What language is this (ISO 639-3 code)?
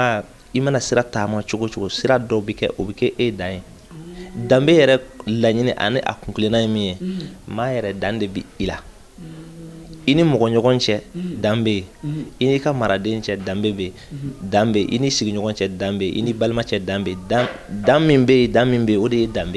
bam